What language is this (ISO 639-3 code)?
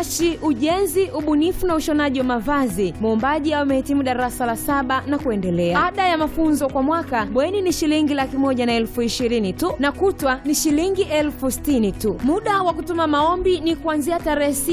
swa